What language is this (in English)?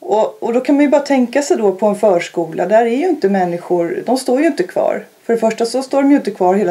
Swedish